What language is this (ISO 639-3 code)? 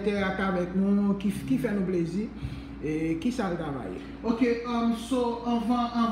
hat